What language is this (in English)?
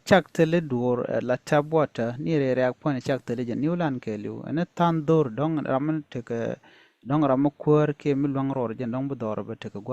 Nuer